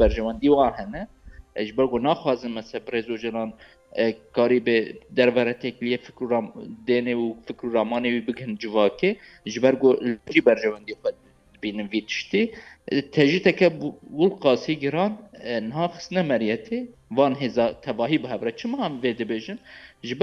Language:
Kurdish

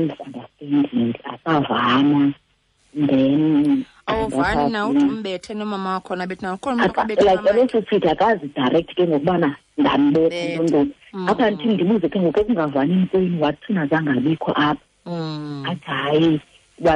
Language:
Xhosa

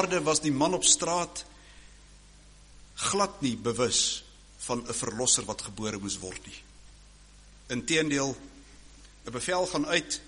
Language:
Afrikaans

